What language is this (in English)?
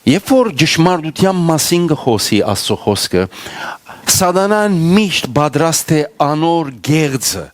Western Armenian